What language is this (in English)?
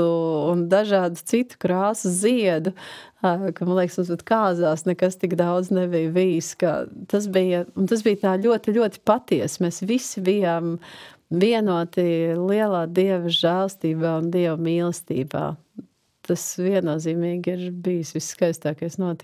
Latvian